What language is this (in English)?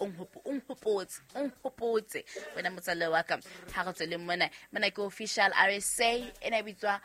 Southern Sotho